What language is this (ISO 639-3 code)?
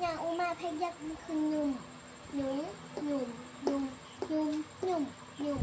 shn